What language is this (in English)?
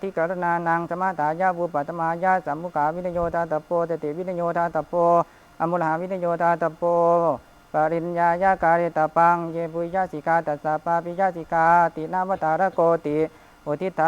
Pali